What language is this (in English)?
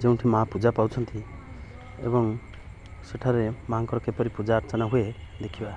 Odia